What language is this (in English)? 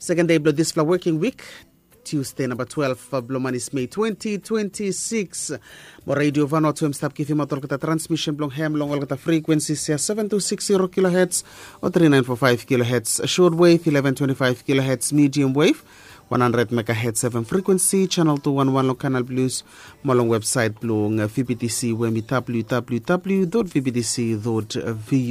Bislama